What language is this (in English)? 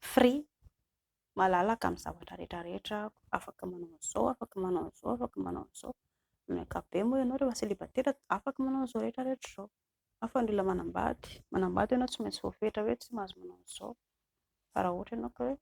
Malagasy